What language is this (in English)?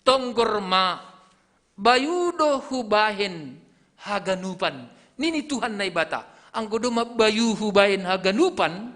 Batak Simalungun